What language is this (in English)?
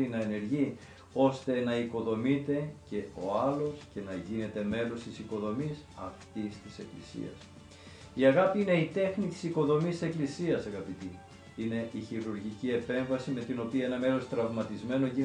Greek